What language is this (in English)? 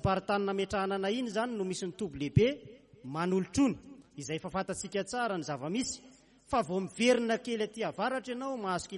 Malagasy